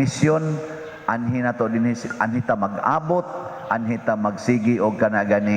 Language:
Cebuano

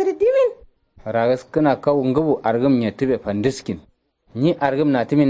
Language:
Kanuri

